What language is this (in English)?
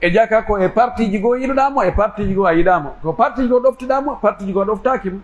Pular